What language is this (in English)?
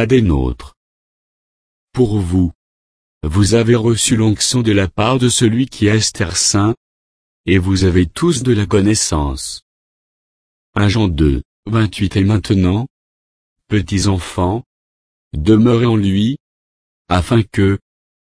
French